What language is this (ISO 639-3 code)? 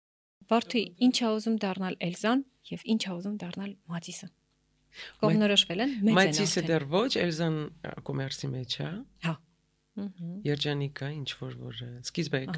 hye